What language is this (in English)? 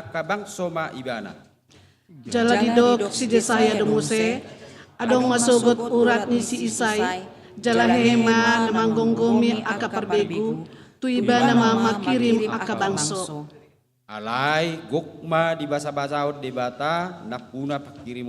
Batak Toba